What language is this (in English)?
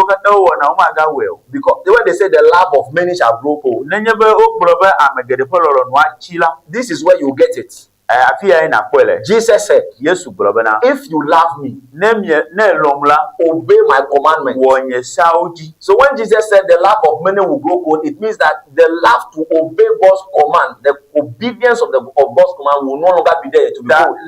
Ewe